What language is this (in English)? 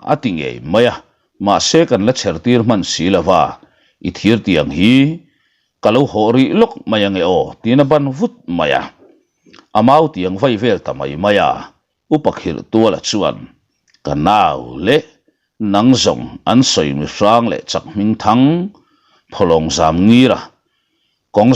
Mizo